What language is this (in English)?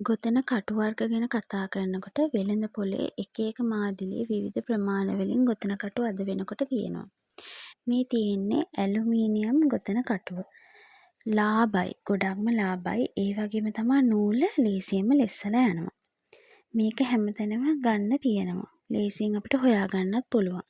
Sinhala